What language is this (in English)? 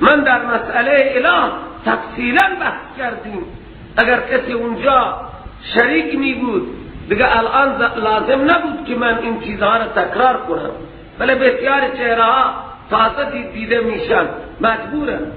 Persian